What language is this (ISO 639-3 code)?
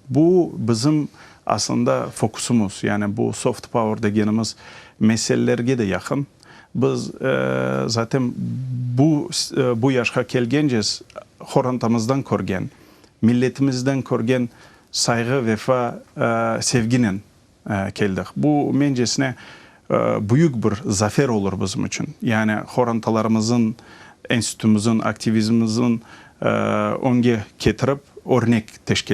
crh